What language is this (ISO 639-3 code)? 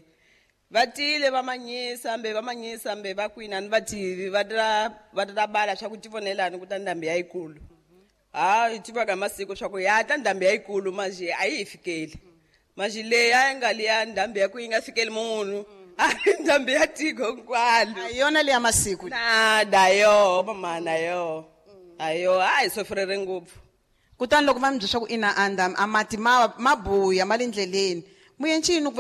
tso